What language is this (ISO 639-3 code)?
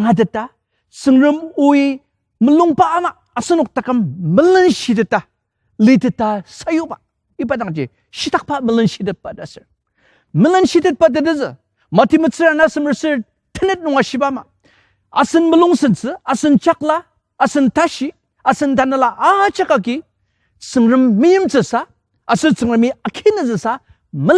njo